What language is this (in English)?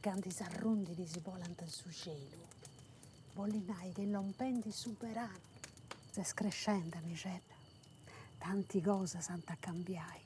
Sardinian